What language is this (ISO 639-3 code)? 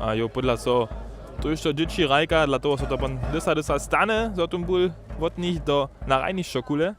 hsb